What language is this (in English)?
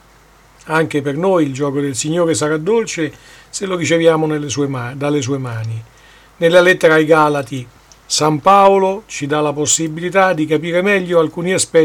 Italian